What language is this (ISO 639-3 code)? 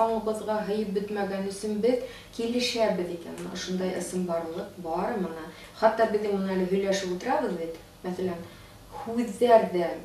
bak